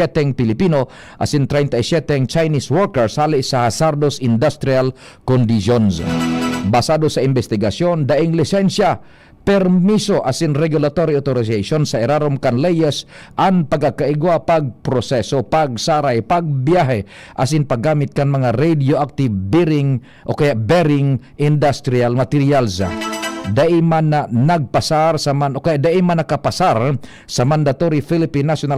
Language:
Bikol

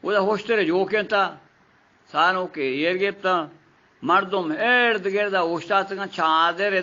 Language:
Eastern Balochi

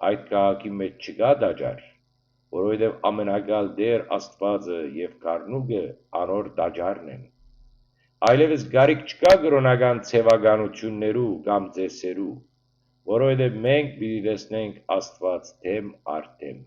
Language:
Western Armenian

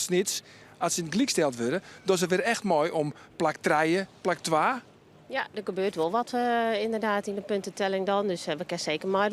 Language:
Western Frisian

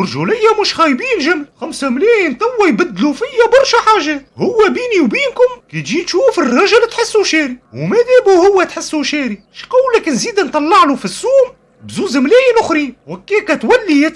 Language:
Tunisian Arabic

